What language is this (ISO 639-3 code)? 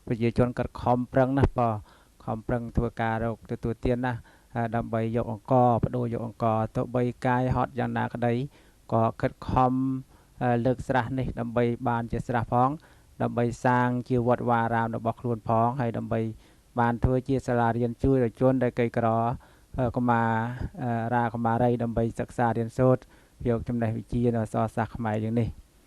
khm